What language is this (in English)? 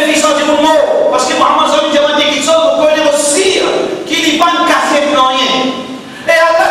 Morisyen